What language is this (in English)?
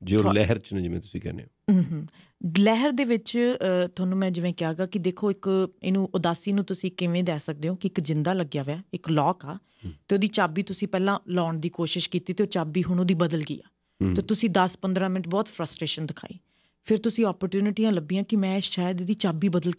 Punjabi